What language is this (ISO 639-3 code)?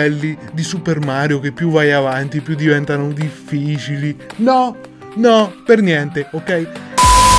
ita